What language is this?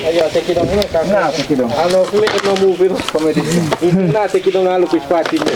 Jamaican Creole English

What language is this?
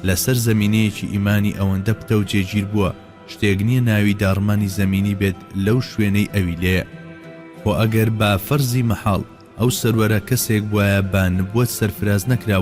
Central Kurdish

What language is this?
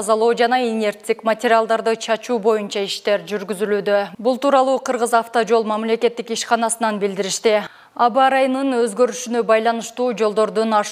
Kyrgyz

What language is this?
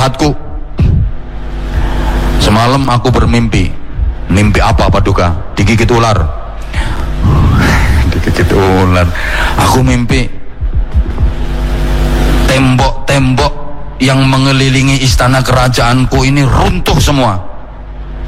Indonesian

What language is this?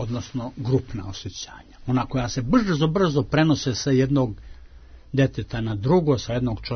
Serbian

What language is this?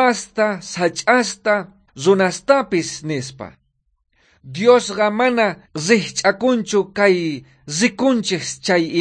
South Bolivian Quechua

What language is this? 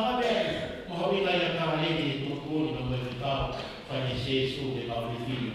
Tongan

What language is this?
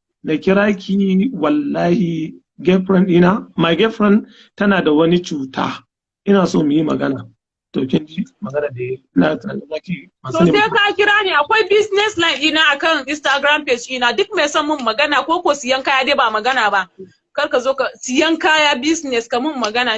Hausa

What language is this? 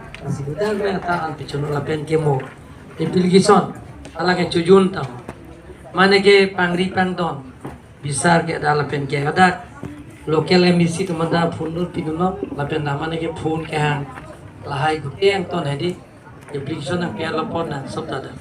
Karbi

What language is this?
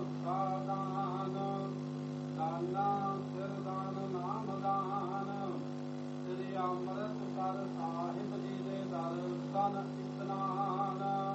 Punjabi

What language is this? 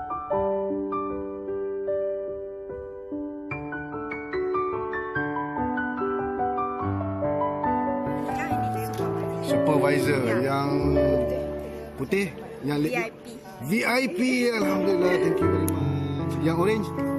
Malay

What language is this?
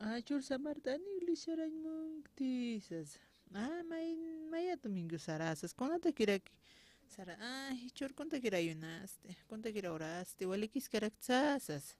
Aymara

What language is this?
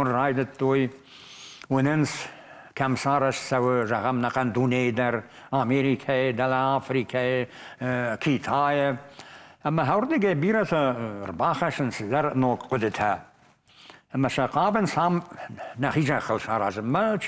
Ossetic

